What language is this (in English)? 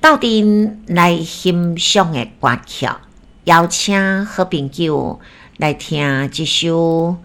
Min Nan Chinese